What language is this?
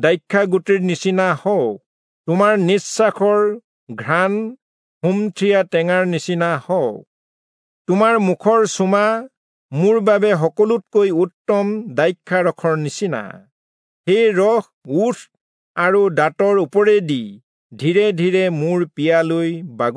Assamese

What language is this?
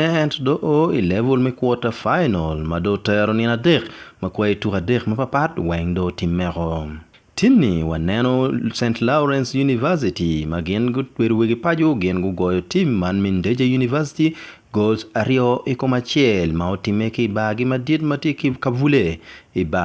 Acoli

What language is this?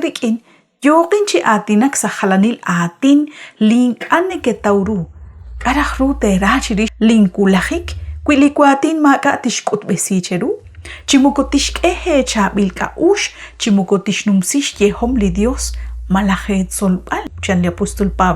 Kekchí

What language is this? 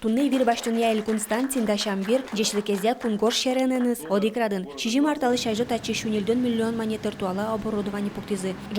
Udmurt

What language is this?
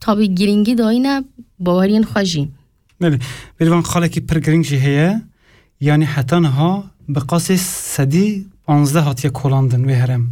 Kurdish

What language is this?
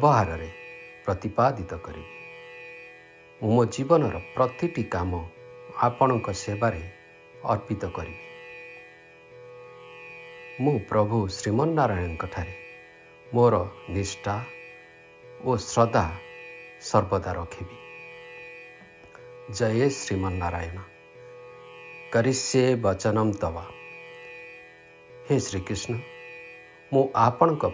Odia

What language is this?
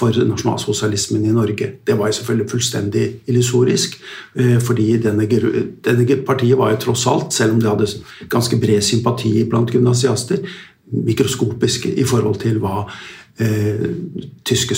Norwegian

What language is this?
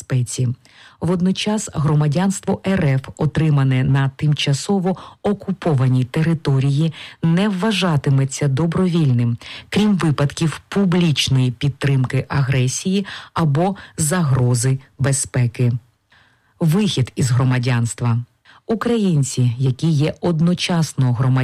Ukrainian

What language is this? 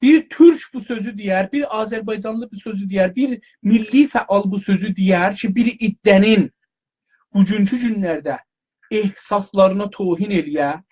South Azerbaijani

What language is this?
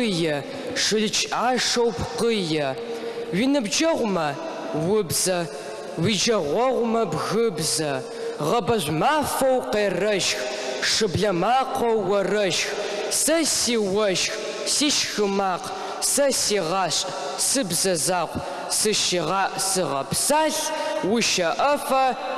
Adyghe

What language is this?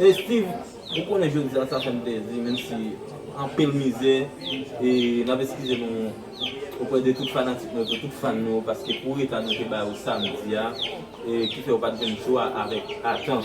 Haitian Creole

